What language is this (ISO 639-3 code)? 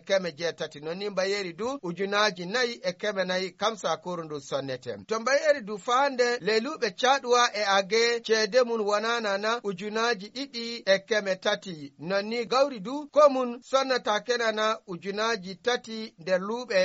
fuv